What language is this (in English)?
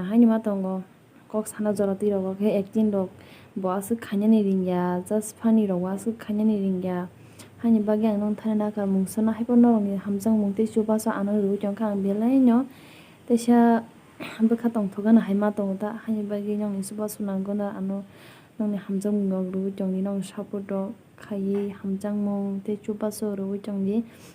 Kok Borok